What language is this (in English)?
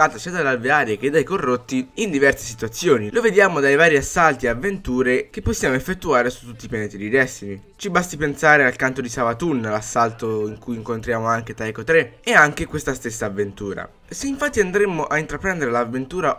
Italian